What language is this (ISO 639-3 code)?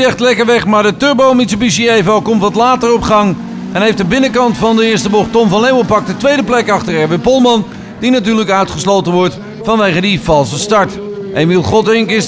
nld